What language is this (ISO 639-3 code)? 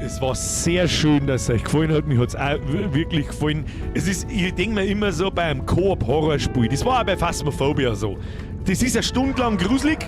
bar